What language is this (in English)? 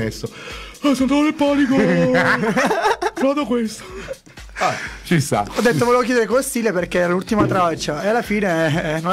Italian